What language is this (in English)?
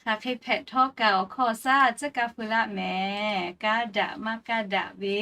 Lahu